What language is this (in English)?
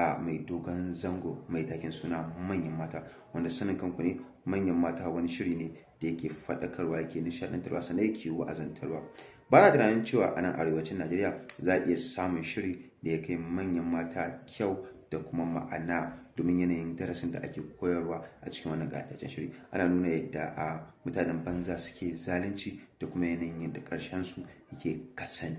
Hausa